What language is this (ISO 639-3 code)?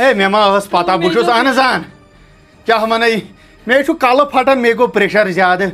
kas